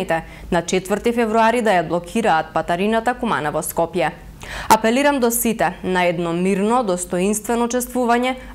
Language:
Macedonian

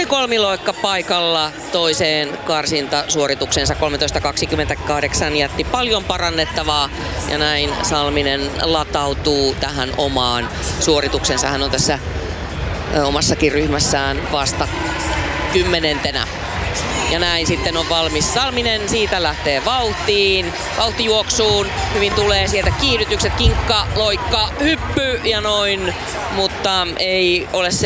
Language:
Finnish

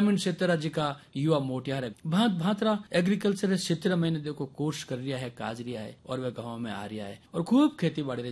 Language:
Hindi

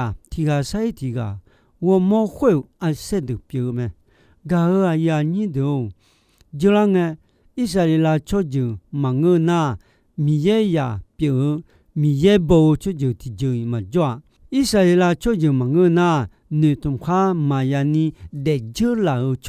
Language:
Akha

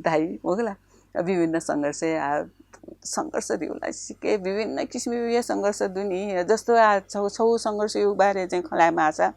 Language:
Newari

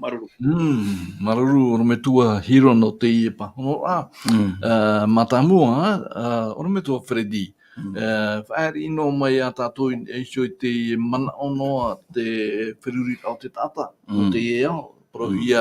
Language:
Tahitian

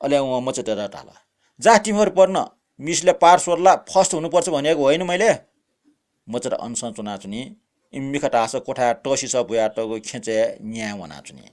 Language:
Newari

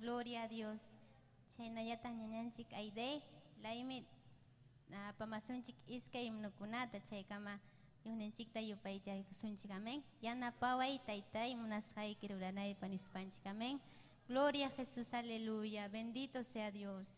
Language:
Ayacucho Quechua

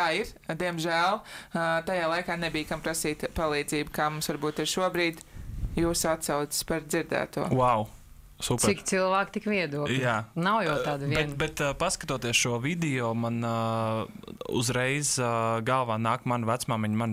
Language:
Latvian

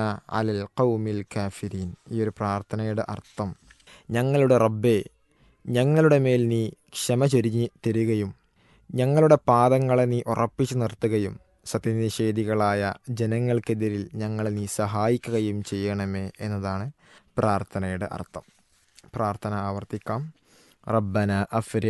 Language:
Malayalam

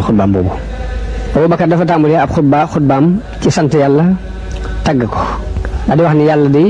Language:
Wolof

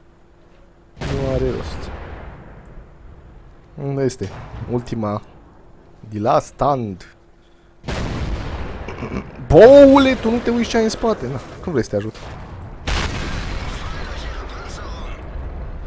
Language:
Romanian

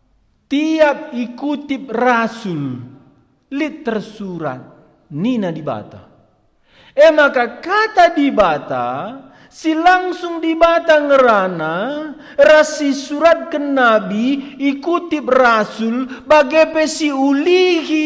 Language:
Batak Karo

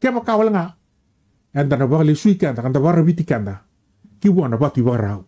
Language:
Fijian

